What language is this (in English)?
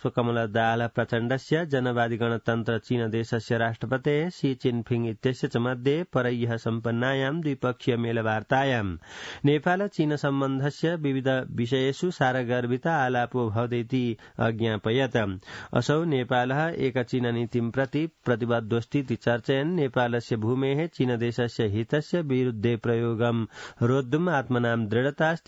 Sanskrit